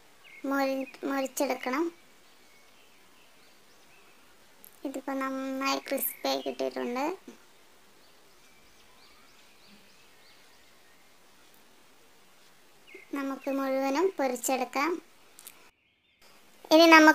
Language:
Malayalam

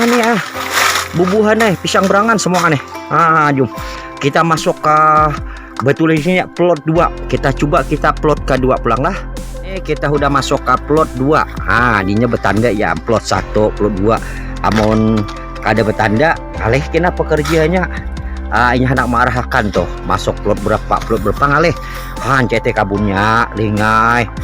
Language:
Banjar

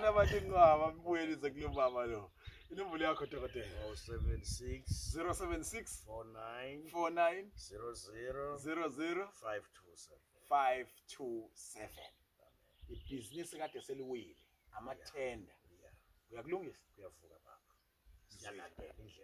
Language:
Zulu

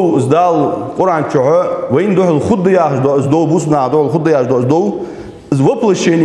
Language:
Ingush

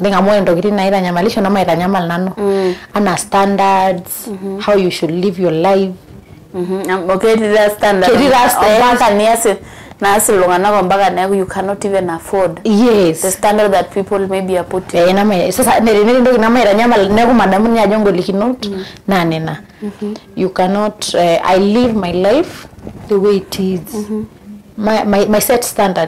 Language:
Masai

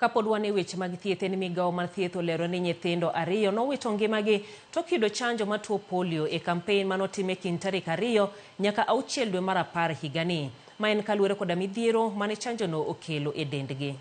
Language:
Luo (Kenya and Tanzania)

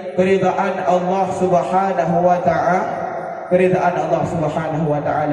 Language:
Achinese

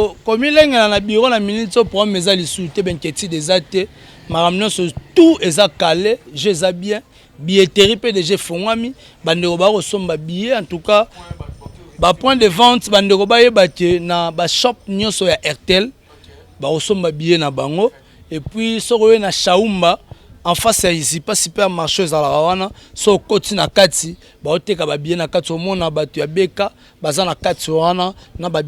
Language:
Lingala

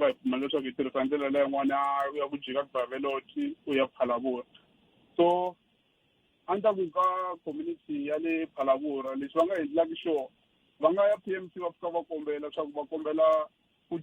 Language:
Tsonga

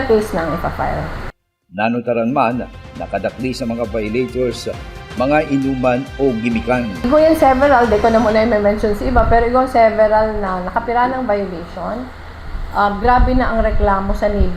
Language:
Bikol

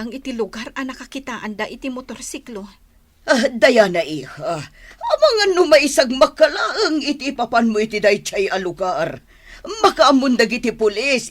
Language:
Iloko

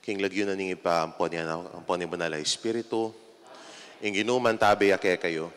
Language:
Pampanga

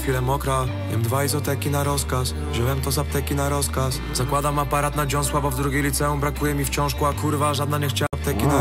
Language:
Polish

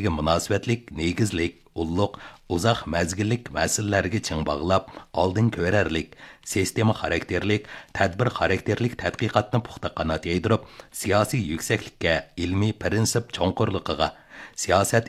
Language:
Uyghur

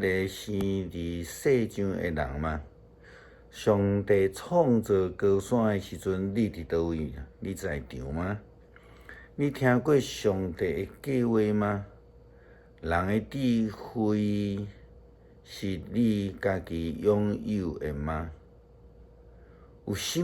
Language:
Min Nan Chinese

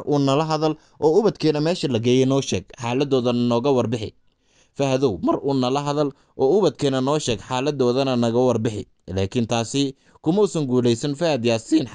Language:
Somali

